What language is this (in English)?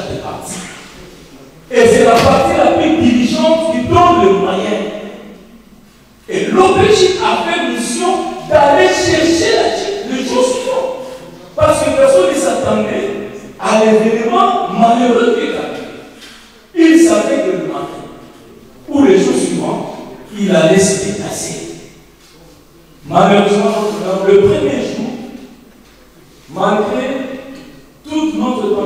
French